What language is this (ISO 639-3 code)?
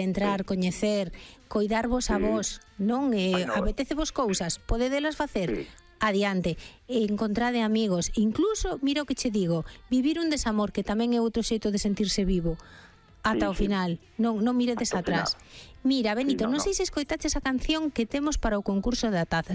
glg